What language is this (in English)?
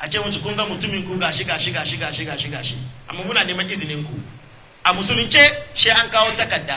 Hausa